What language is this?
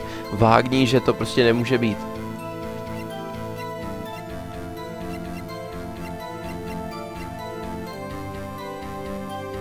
Czech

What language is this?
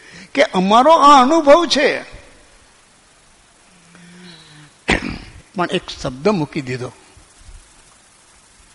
Gujarati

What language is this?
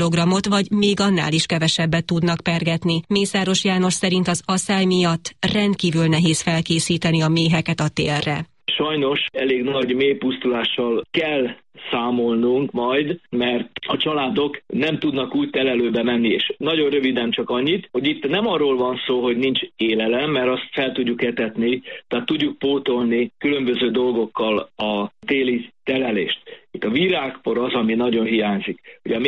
Hungarian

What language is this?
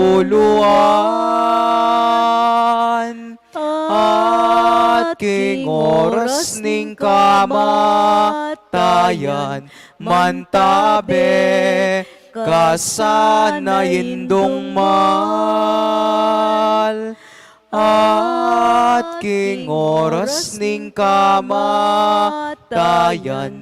Pampanga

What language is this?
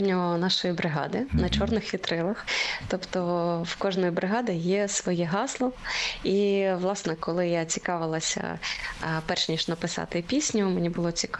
Ukrainian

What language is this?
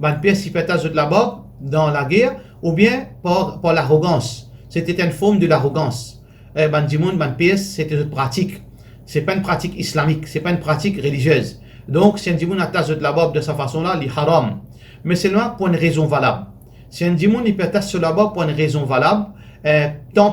Morisyen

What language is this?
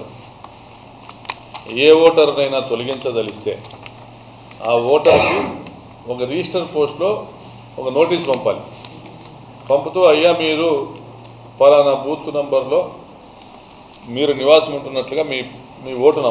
Telugu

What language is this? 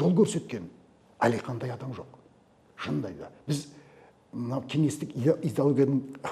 Kazakh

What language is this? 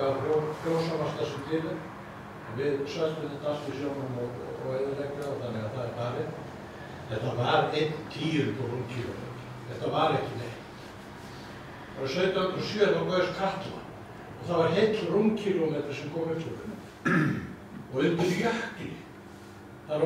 Icelandic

